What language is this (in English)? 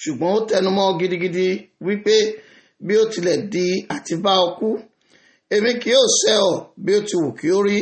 Yoruba